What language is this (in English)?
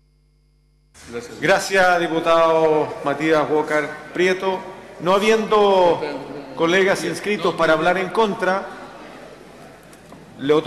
Spanish